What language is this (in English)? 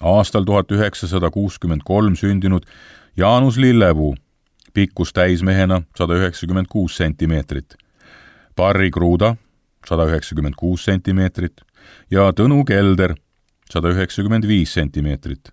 Estonian